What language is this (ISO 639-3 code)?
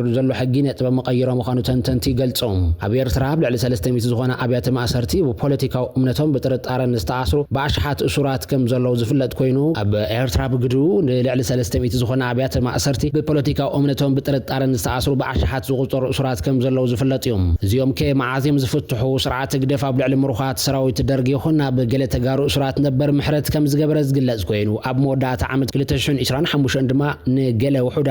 tir